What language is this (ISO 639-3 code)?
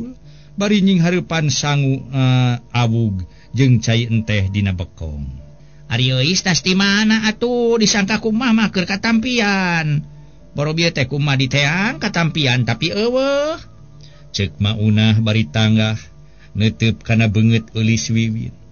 sun